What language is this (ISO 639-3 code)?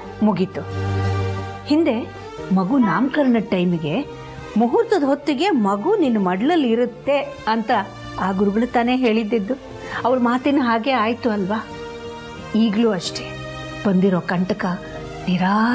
kan